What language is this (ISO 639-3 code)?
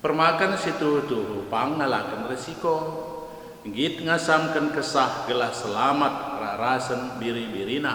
btx